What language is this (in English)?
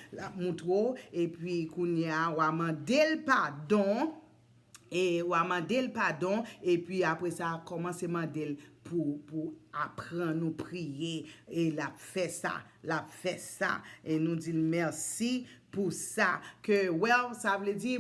Haitian Creole